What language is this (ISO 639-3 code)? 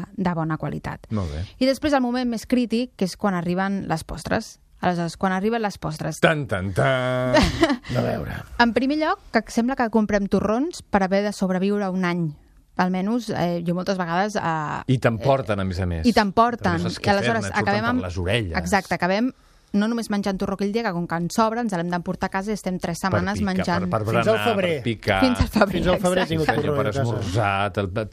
cat